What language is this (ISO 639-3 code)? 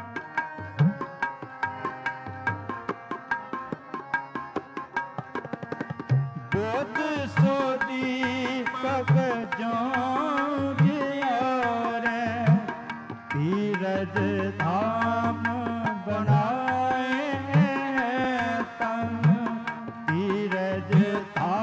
pan